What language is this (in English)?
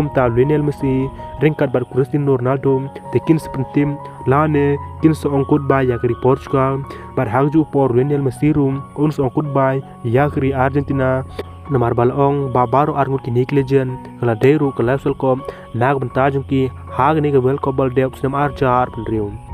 Khasi